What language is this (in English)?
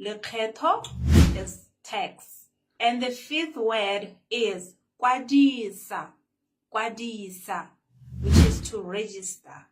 Tswana